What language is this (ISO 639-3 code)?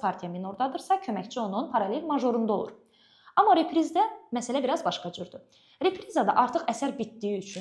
aze